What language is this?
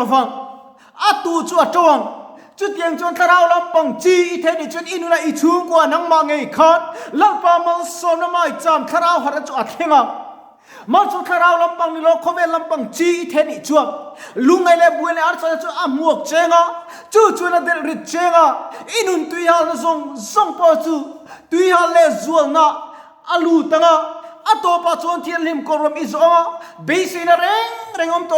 Mizo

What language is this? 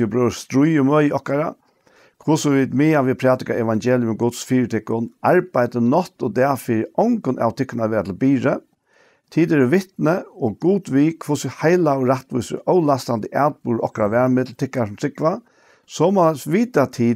Faroese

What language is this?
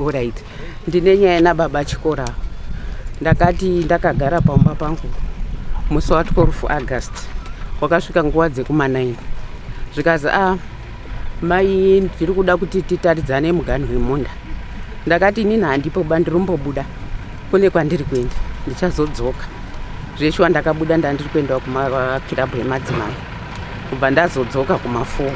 Shona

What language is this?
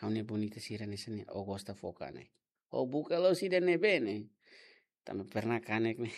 Tetum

